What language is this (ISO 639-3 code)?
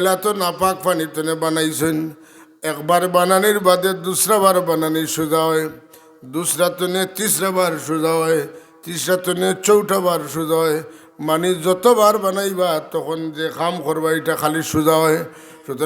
syl